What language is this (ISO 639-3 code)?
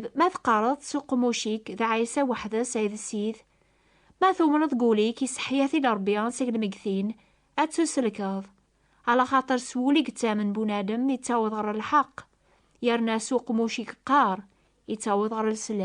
kab